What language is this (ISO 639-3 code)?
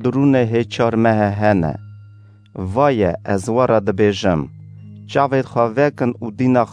kur